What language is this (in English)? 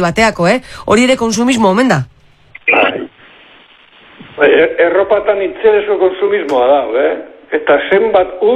Basque